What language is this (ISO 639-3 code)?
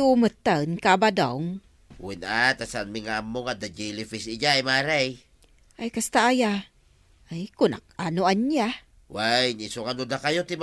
ilo